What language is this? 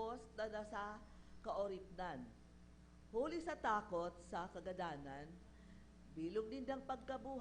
Bikol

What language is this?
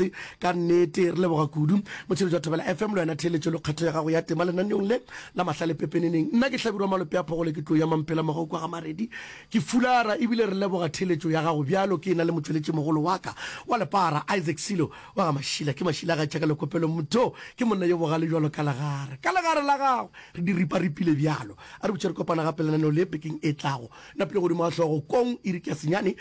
Northern Sotho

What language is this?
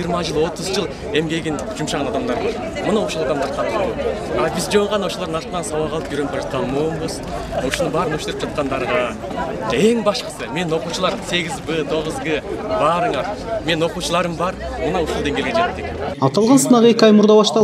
Kyrgyz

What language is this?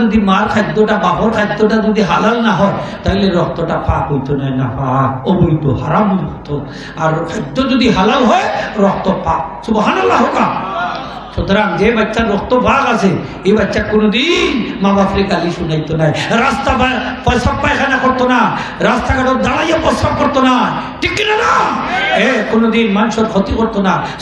Sylheti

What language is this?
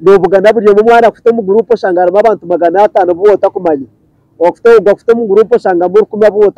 Nyankole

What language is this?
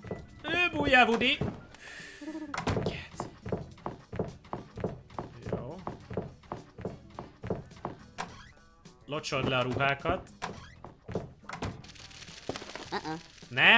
Hungarian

